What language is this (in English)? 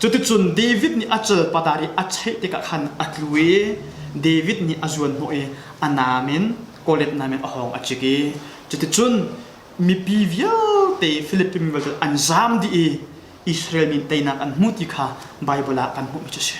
Hakha Chin